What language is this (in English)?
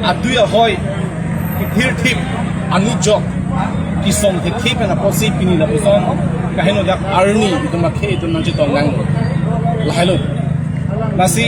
Karbi